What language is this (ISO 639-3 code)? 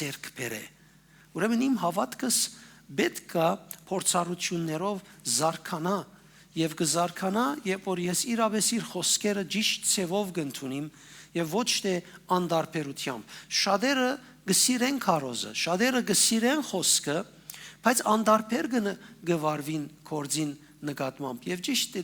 hyw